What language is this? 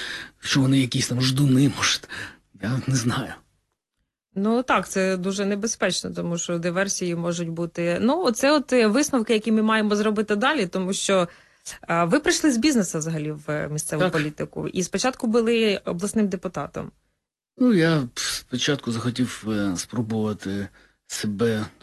Ukrainian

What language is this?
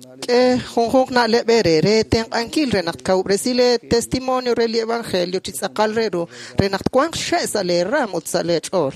Kekchí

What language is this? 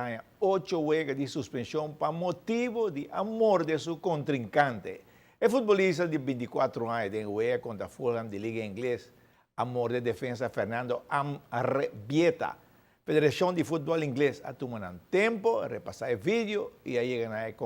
Papiamento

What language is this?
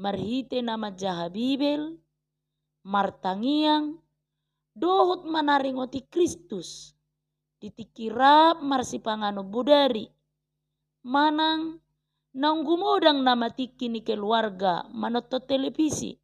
Batak Toba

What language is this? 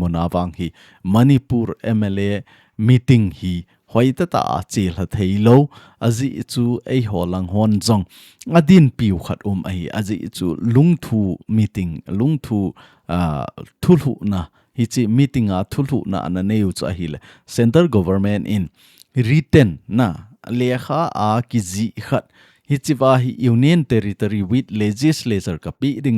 Thado Chin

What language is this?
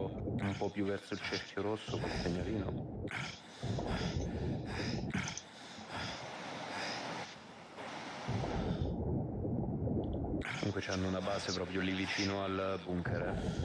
Italian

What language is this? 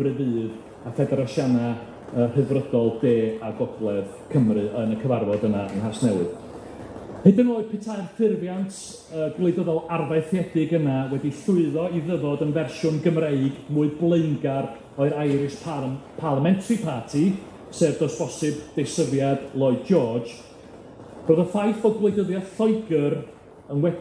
Welsh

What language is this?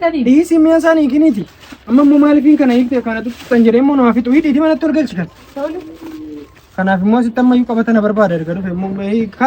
Oromo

